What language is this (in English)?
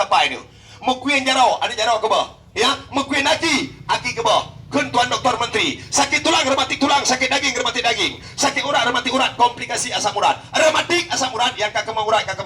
Achinese